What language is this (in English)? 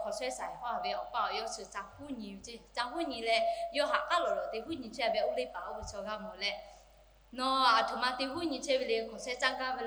Lahu